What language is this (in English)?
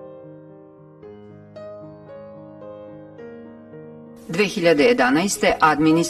Serbian